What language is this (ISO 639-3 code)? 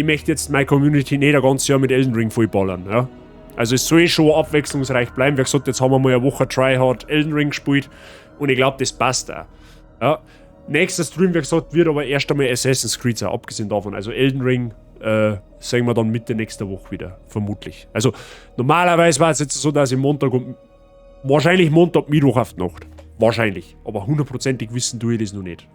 bar